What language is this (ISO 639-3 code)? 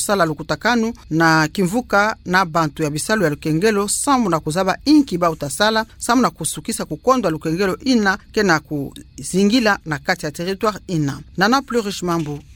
ktu